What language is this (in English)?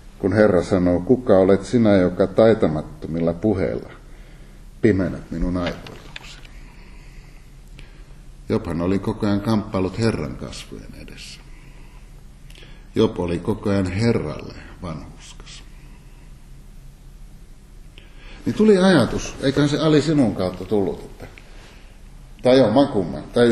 Finnish